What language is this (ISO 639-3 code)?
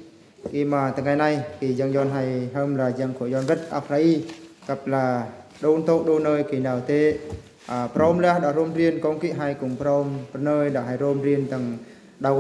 bru